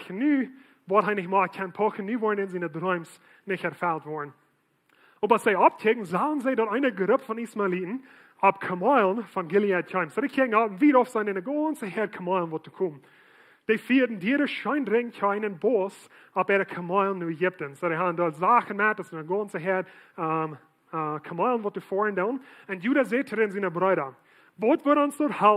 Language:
Plautdietsch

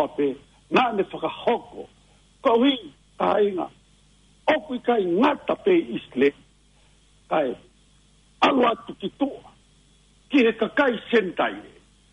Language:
Tongan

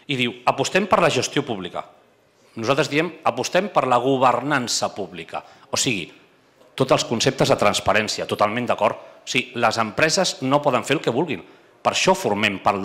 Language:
Catalan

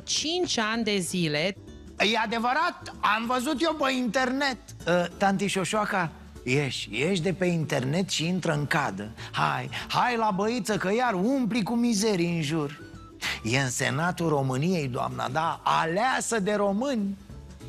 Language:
Romanian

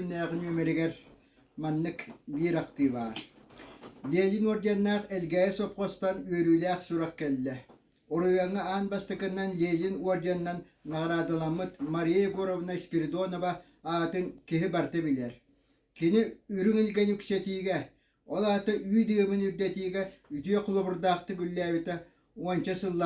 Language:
Yakut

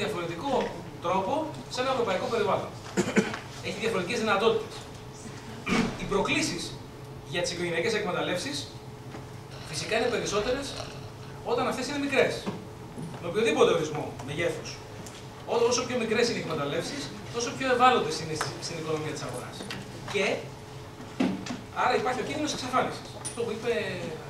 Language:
Greek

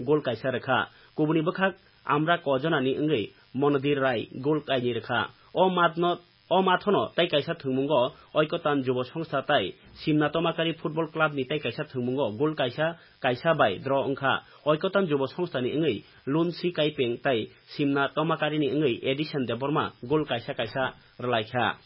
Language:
Kok Borok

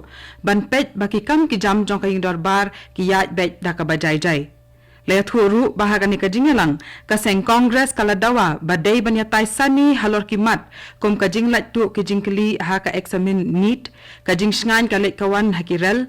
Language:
Khasi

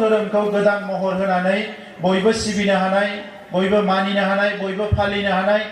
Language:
Bodo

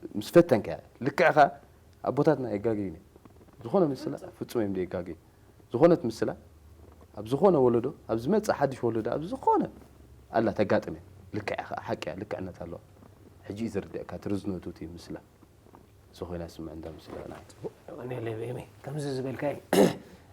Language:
Tigrinya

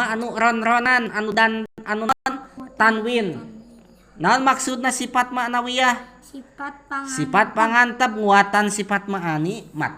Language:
Sundanese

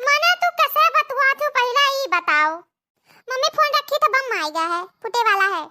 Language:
Awadhi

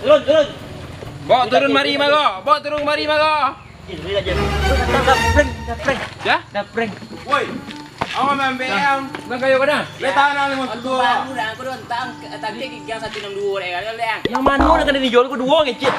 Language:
Minangkabau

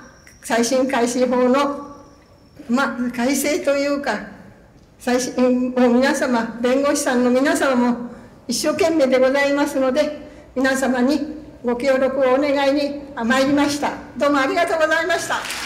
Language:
Japanese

